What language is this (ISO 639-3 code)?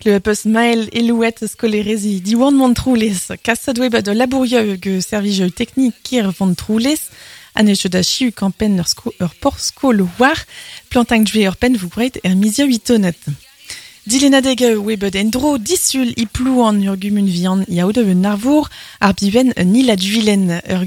bre